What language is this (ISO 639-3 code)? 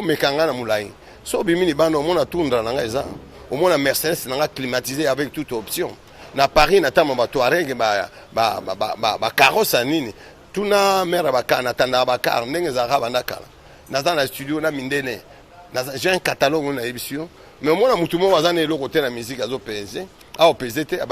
lin